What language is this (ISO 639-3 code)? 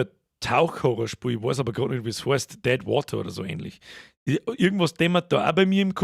bar